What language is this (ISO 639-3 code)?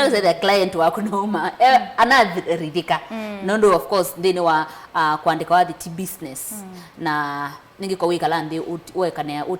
kam